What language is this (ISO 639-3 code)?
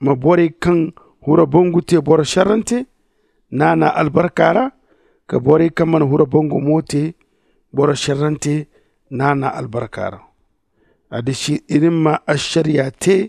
dje